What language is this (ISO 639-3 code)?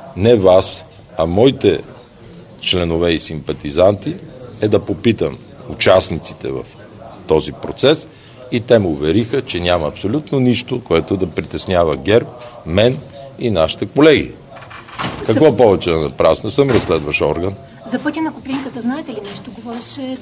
bul